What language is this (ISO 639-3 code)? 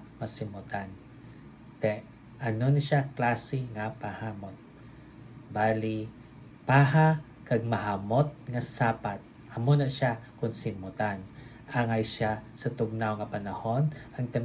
hil